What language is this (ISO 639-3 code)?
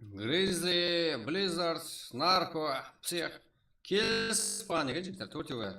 kaa